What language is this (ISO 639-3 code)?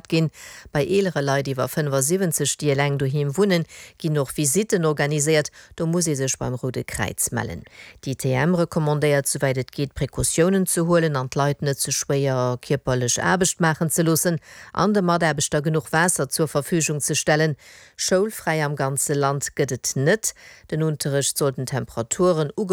ltz